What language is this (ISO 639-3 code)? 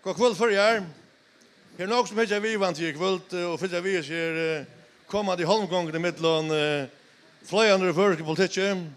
fao